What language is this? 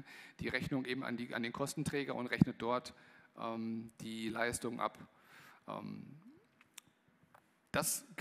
German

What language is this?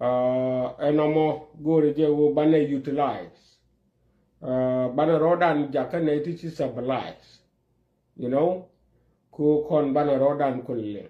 Nuer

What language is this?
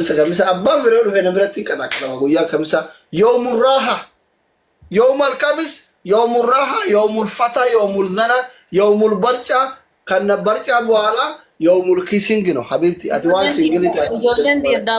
Oromo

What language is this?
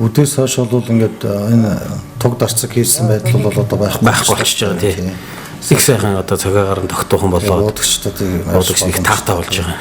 Mongolian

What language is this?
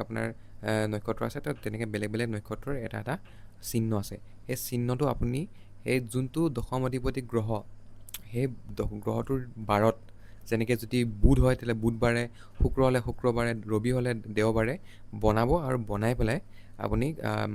Assamese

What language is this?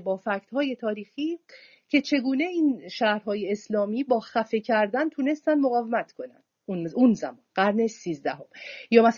Persian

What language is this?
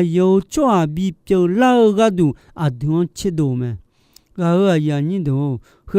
Akha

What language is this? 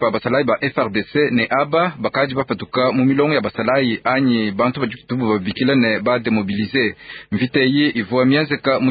Luba-Lulua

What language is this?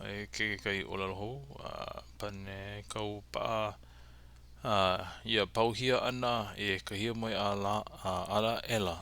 Hawaiian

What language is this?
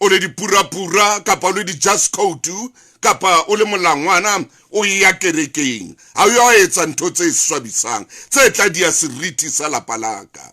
Southern Sotho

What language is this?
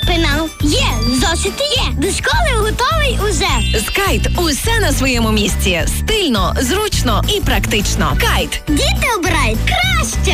Ukrainian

